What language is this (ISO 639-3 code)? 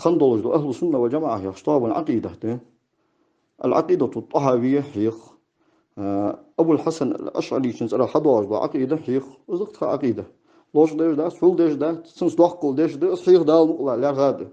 inh